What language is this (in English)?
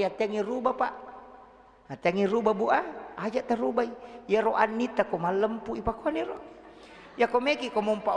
Buginese